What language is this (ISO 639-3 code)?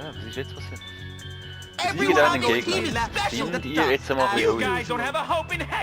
gsw